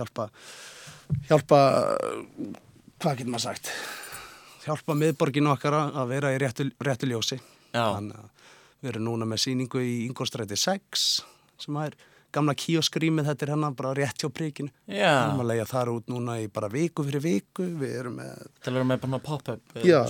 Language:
Icelandic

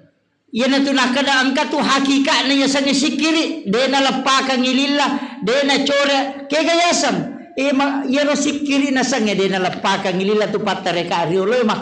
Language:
Buginese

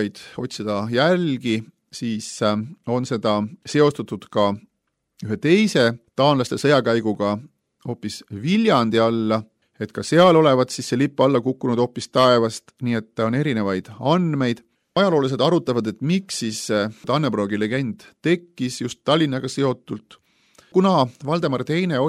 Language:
Estonian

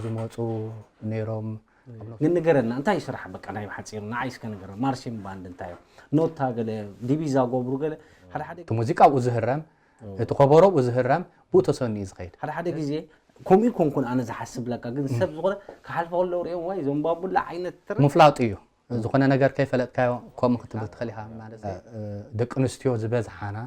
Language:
Tigrinya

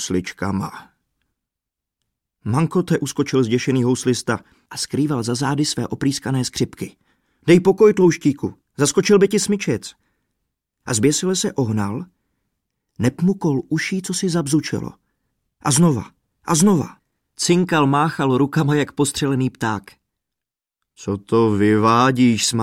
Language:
Czech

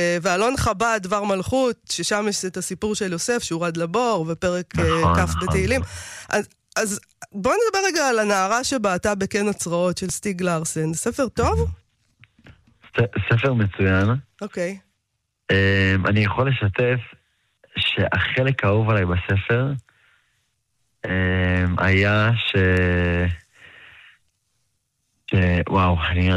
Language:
Hebrew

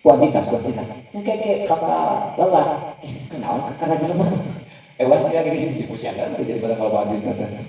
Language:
Sundanese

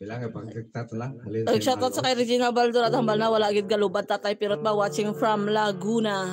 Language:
Hiligaynon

